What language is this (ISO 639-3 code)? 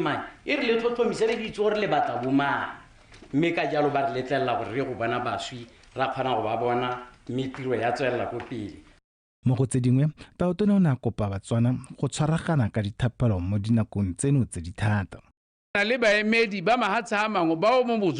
tsn